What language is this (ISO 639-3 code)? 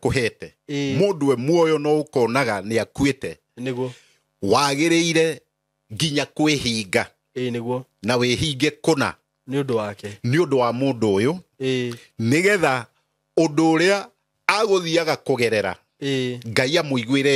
kik